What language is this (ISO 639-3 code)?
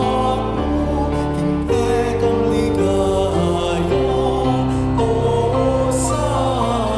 pam